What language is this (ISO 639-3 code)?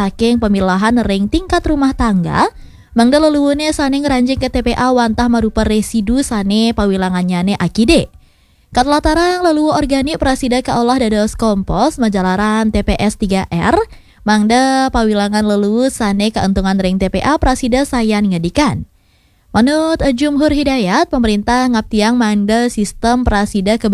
ban